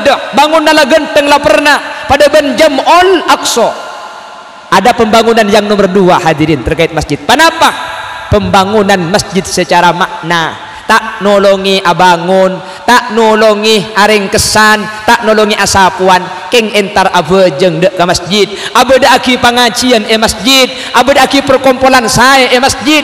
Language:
Madurese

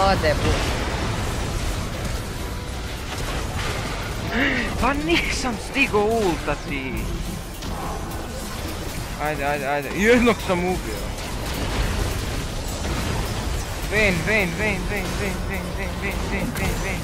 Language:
Croatian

